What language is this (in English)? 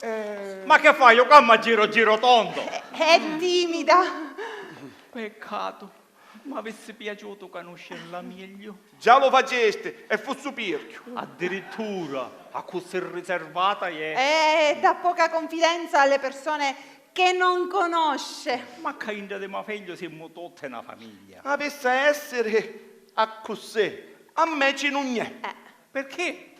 Sicilian